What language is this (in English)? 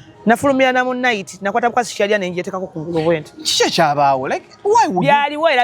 Ganda